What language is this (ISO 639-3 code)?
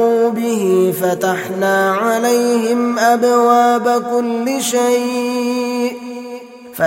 ara